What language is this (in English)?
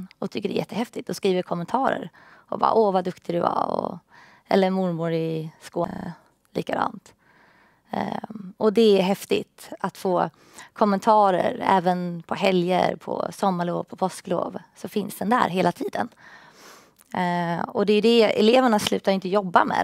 Swedish